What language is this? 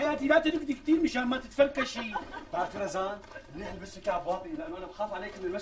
North Levantine Arabic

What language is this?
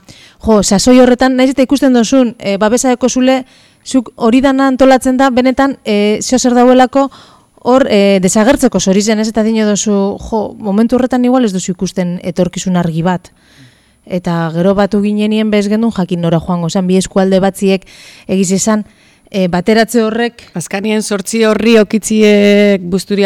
Basque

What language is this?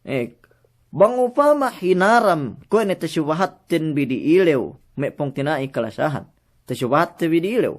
Yakan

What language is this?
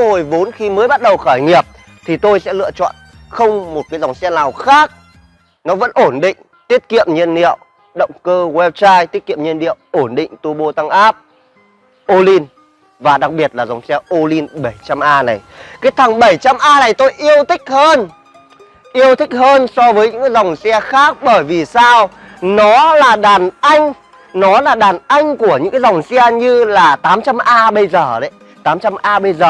Vietnamese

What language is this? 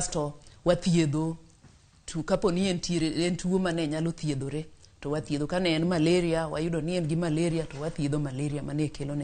Luo (Kenya and Tanzania)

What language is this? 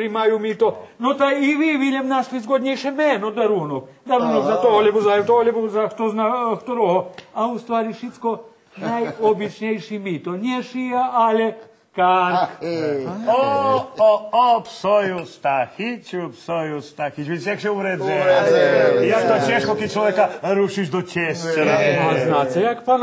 Rusyn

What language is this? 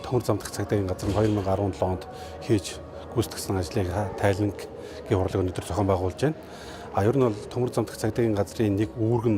Mongolian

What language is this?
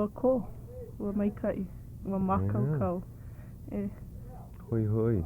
Hawaiian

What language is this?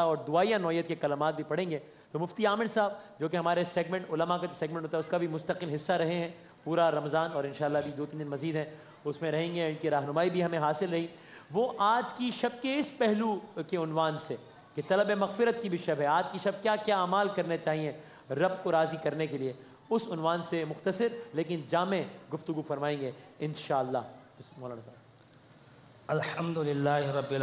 Urdu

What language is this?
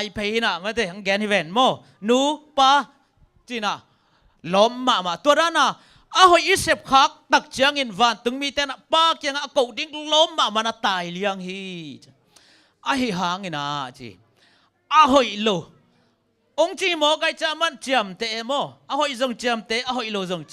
Tedim Chin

